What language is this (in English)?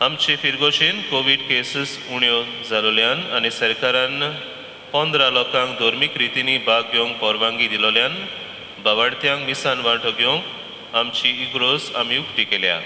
Konkani